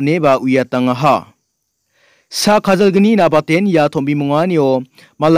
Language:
Garo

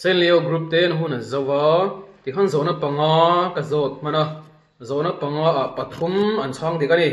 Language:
Mizo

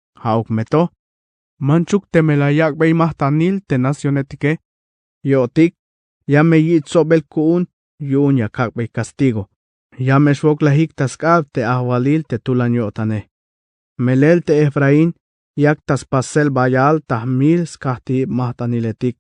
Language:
Tzeltal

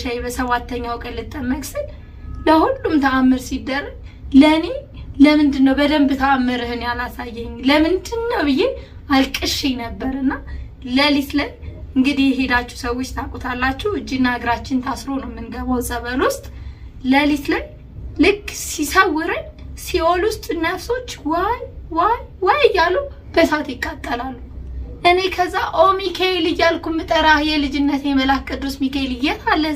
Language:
Amharic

